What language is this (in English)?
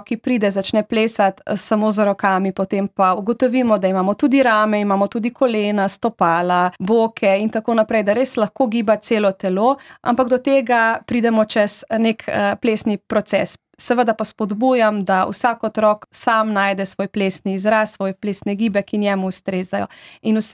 Slovenian